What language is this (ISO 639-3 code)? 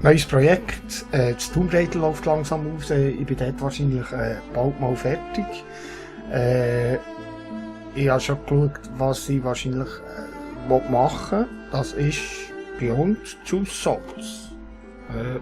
gsw